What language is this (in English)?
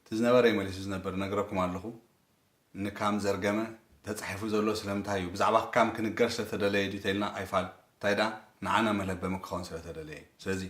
Tigrinya